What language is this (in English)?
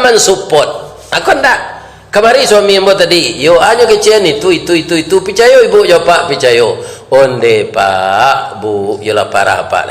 Minangkabau